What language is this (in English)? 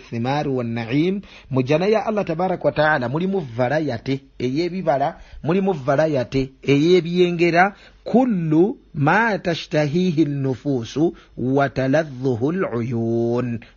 Ganda